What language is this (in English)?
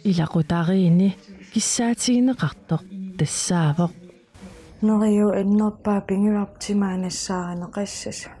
Kalaallisut